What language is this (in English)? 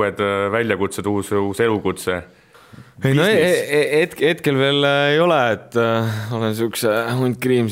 Estonian